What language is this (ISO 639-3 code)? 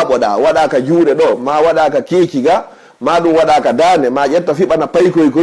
ful